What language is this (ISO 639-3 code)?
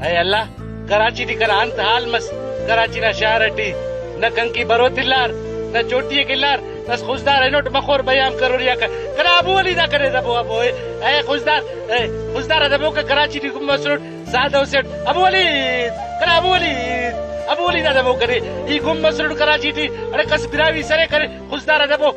brh